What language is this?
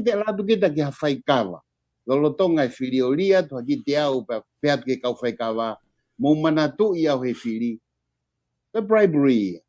Tongan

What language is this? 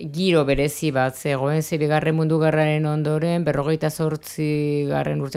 Basque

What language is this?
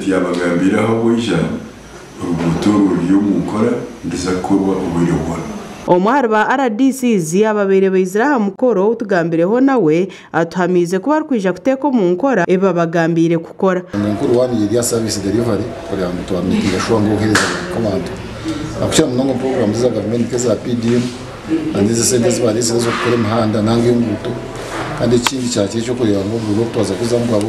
Nyankole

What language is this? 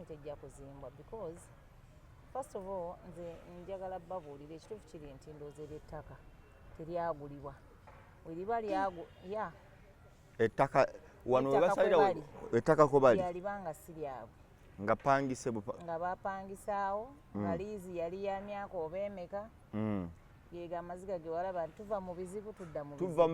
Ganda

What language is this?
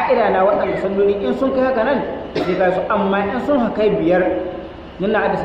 Hausa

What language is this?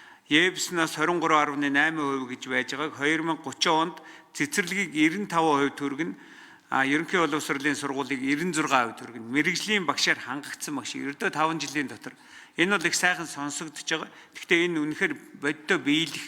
Mongolian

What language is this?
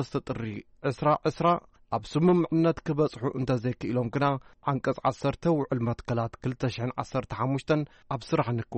Tigrinya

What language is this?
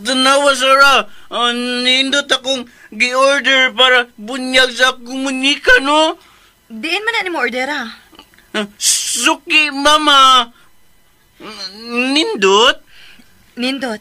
Cebuano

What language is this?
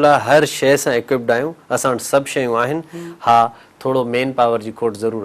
Sindhi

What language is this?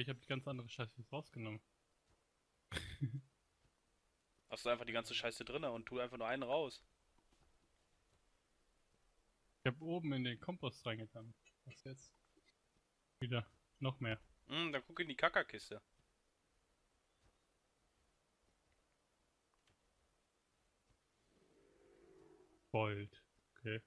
German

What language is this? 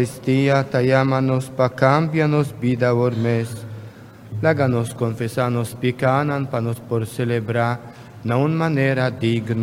Papiamento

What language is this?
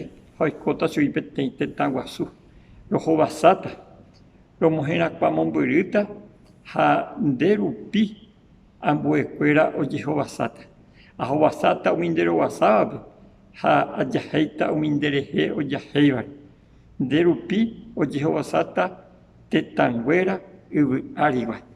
Guarani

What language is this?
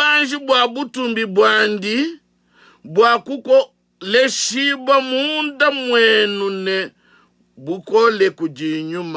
Luba-Lulua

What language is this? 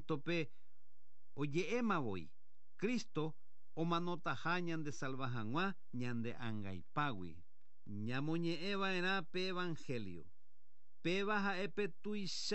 Guarani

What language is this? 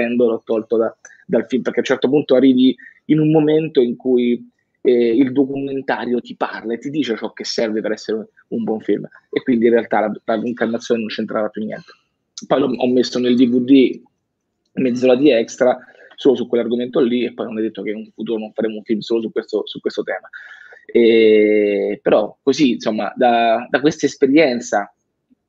Italian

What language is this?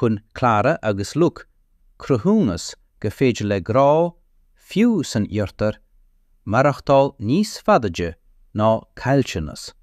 Irish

